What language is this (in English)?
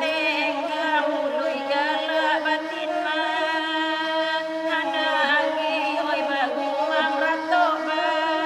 Minangkabau